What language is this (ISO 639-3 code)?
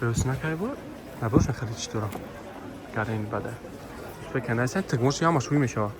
tgk